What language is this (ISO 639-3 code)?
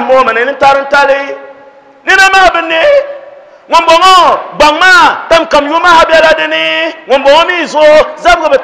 dag